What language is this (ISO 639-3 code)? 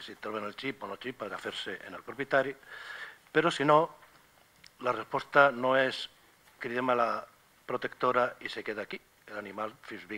cat